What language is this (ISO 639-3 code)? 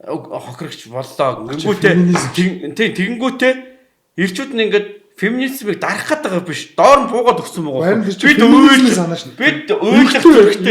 mon